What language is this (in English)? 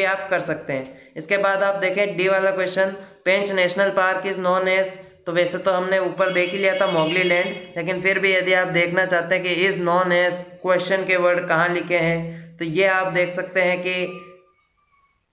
Hindi